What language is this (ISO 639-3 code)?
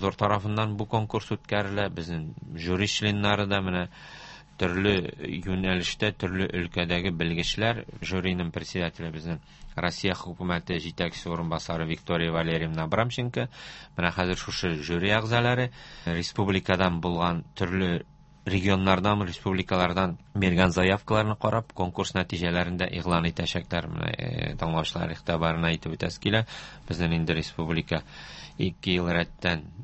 tat